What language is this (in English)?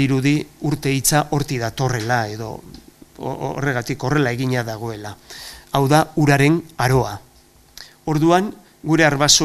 Basque